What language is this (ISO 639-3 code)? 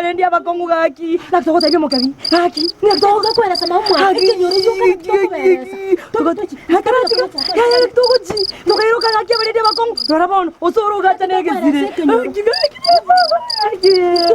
guz